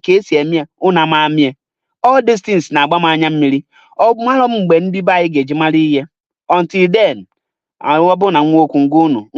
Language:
Igbo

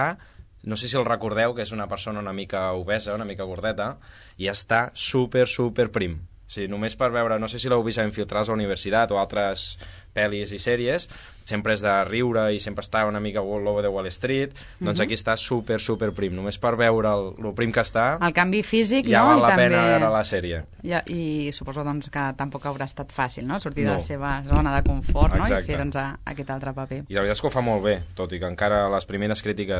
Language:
Catalan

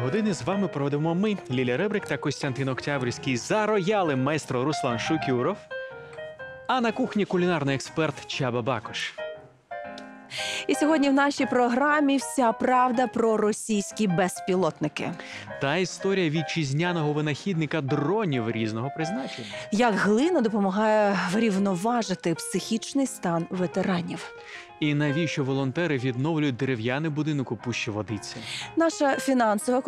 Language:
Ukrainian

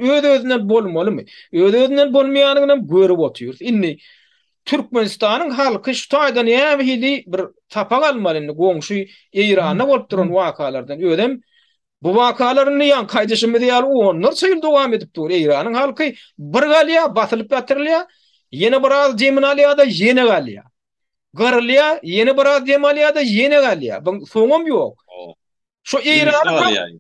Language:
Turkmen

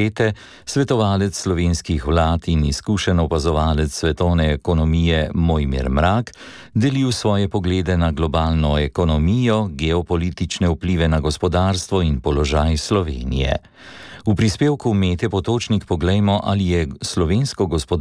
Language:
Slovenian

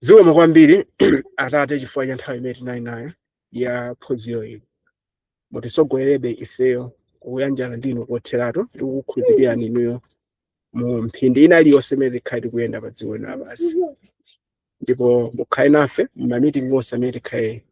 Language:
Nyanja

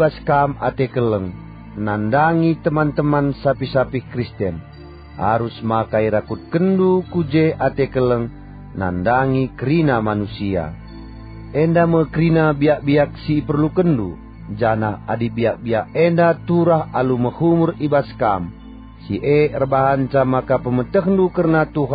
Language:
Batak Karo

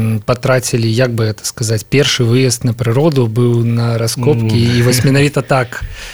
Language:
Belarusian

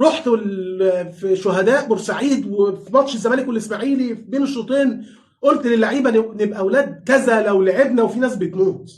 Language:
Egyptian Arabic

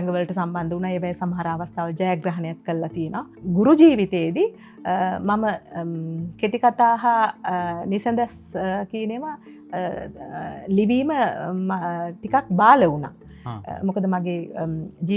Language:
Sinhala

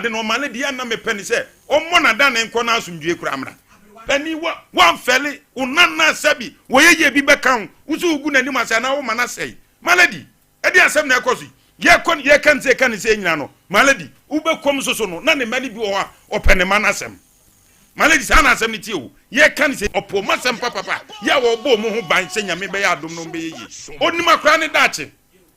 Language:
Akan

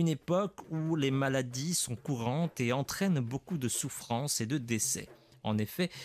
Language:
French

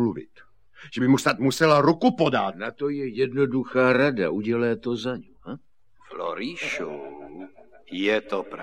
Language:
Czech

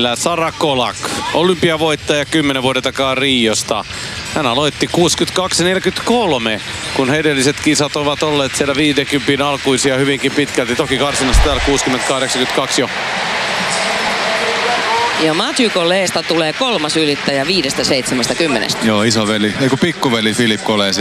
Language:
Finnish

